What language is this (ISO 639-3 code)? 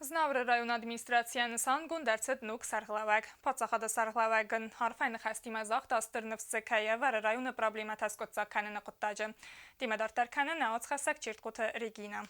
oss